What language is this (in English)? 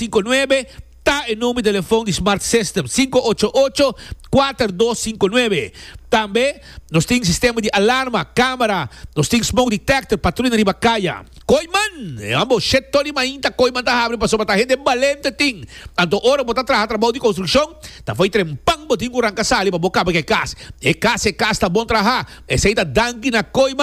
Papiamento